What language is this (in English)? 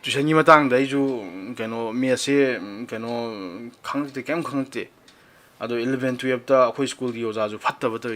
Manipuri